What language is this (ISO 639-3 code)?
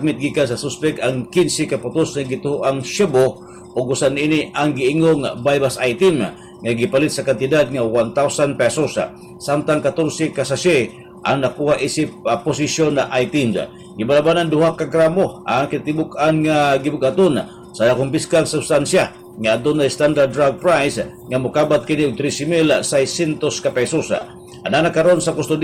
ceb